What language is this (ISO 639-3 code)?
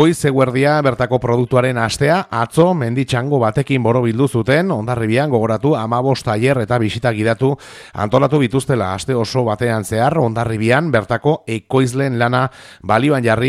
eus